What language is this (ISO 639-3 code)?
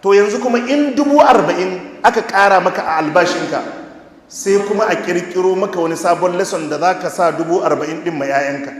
hau